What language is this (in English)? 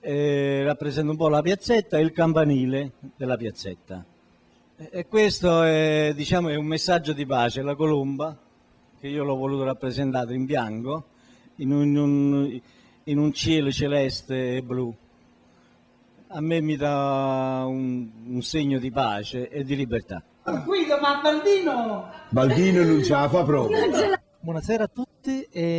Italian